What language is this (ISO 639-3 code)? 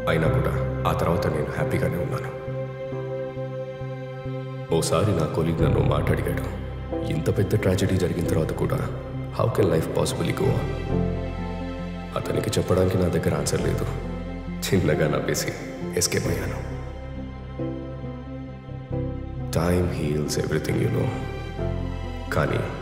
tel